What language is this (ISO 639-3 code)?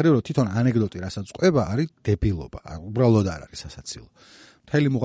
kat